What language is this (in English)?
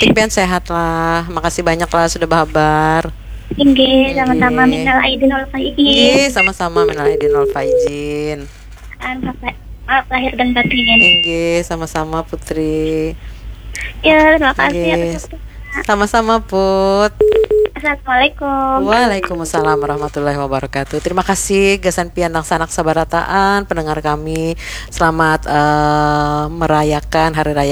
Banjar